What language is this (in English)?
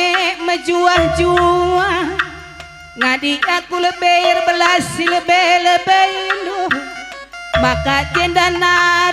Batak Karo